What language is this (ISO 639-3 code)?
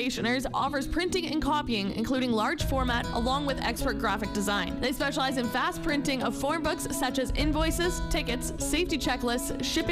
eng